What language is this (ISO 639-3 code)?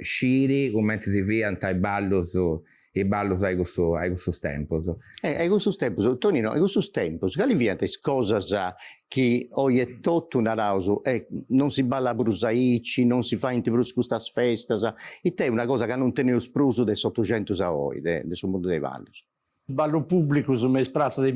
srd